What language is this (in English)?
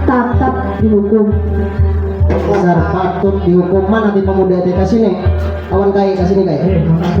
Banjar